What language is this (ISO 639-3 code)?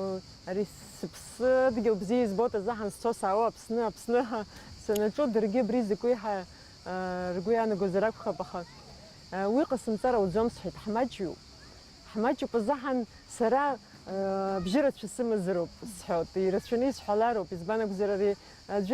abk